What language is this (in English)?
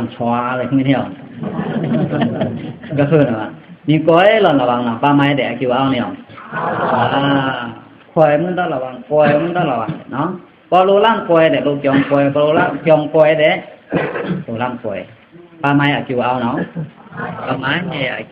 Pa'o Karen